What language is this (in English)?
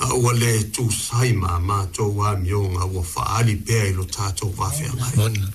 Samoan